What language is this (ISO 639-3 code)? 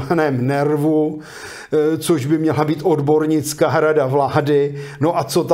ces